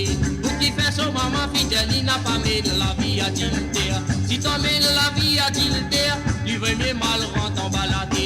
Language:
Morisyen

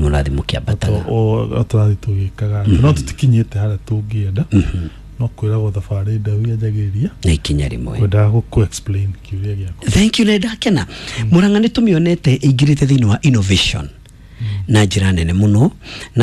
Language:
Kikuyu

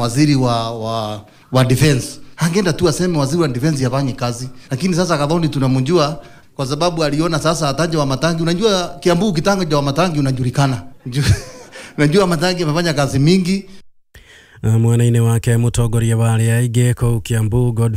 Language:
Kikuyu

